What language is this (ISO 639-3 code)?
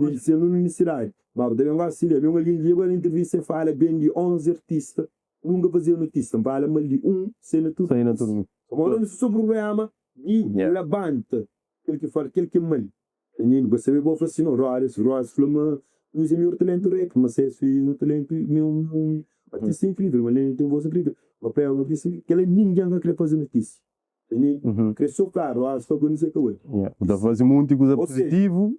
kea